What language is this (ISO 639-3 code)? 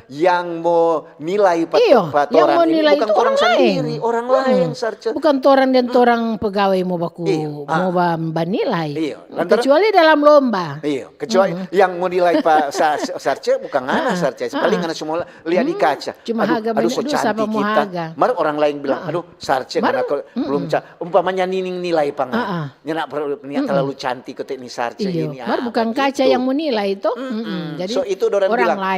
xmm